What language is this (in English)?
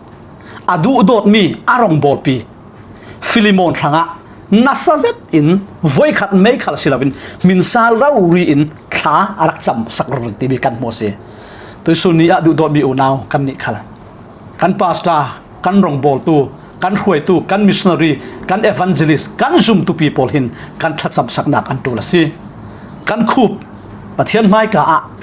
Falam Chin